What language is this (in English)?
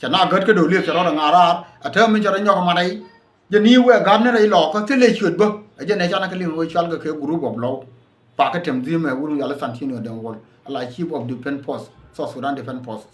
Nuer